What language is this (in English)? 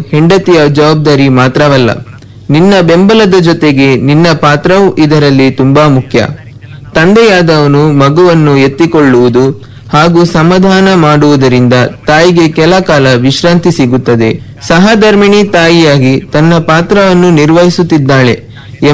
Kannada